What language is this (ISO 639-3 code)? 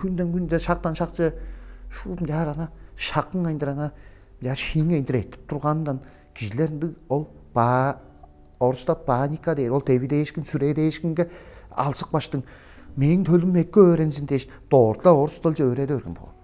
tyv